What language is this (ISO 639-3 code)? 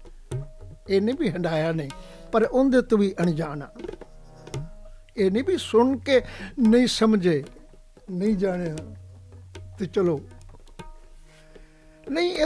pan